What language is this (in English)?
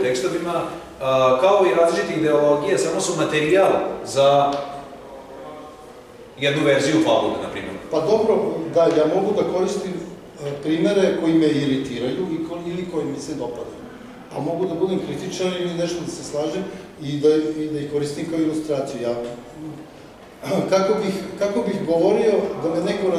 Serbian